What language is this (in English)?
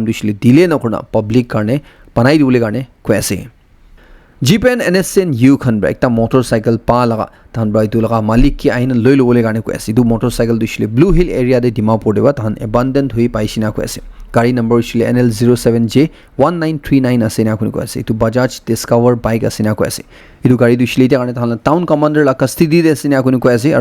Naga Pidgin